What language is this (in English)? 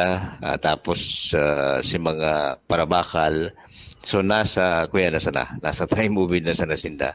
Bikol